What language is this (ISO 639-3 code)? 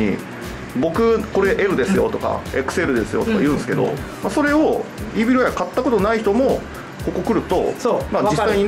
jpn